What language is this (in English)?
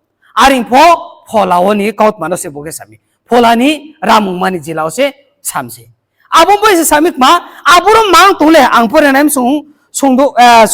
Riang (India)